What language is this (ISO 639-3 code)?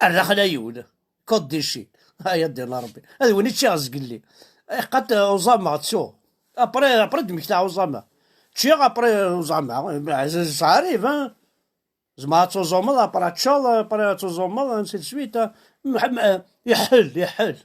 kab